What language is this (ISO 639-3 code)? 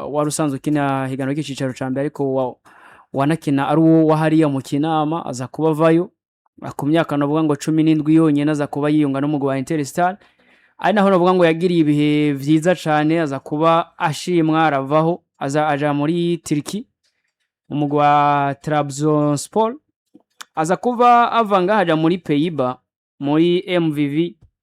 run